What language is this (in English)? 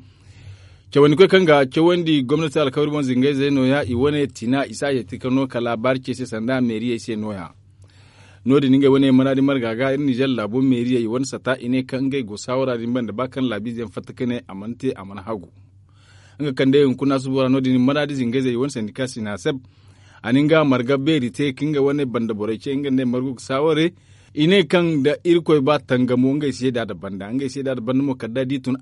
Zarma